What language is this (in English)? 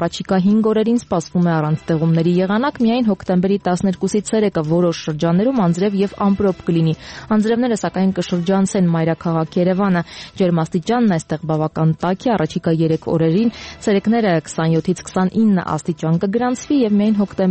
Armenian